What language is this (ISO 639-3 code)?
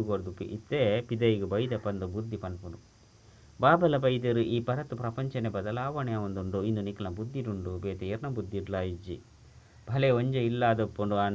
tcy